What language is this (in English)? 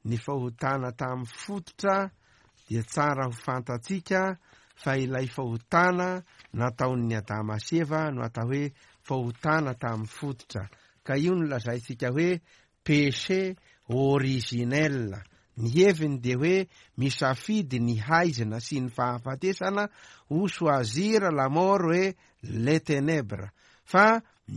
Malagasy